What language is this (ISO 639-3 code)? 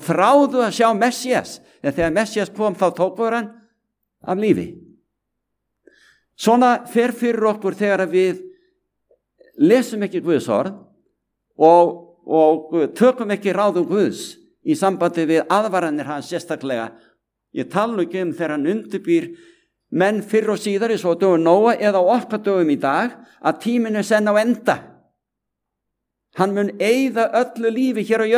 isl